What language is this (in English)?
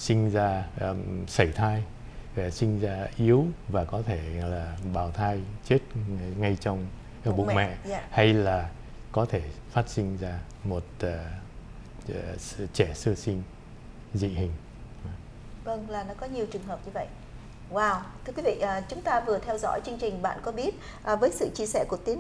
Vietnamese